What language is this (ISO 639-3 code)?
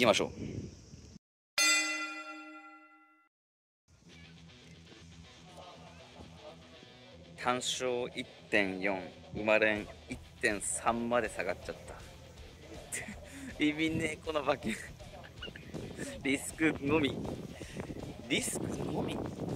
jpn